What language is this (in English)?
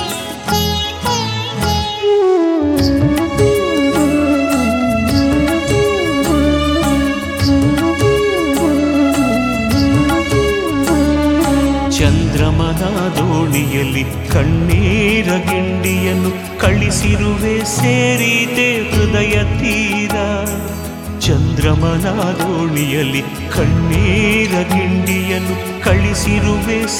Kannada